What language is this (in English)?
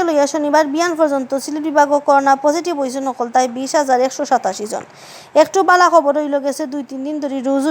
Sylheti